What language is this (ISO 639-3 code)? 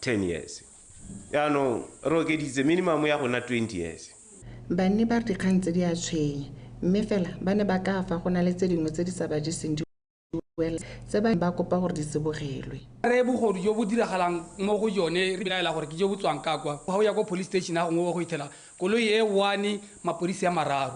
tsn